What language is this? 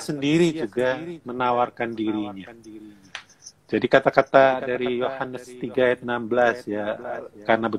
Indonesian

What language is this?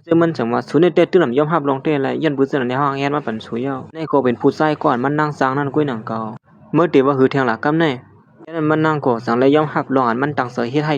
Lao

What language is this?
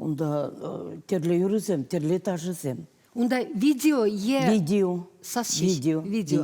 Chuvash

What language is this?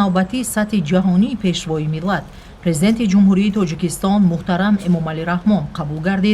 Tajik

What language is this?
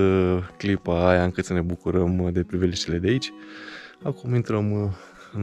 Romanian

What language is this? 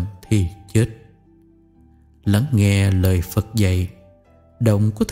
Vietnamese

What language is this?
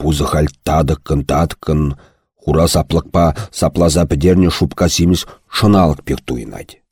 Chuvash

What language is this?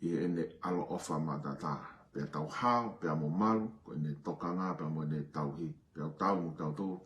Tongan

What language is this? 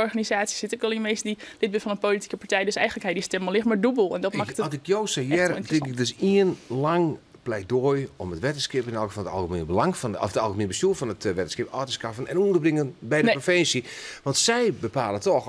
Western Frisian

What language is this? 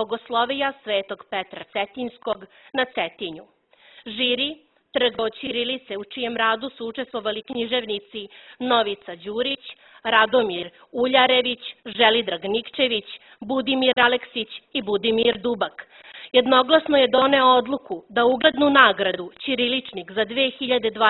Serbian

